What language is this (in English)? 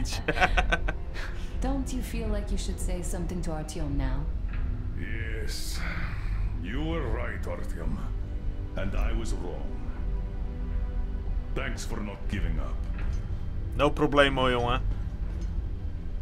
Dutch